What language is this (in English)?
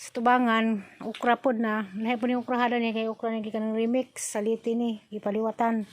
Cebuano